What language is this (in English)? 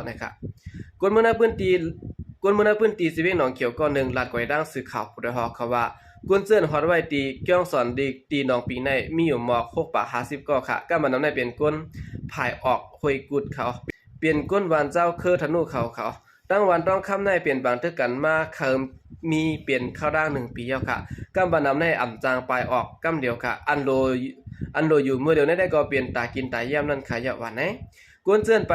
Shan